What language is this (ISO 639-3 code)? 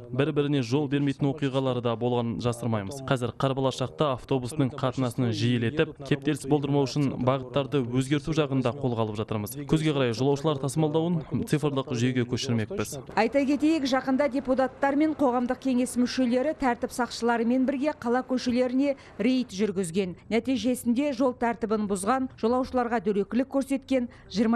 kaz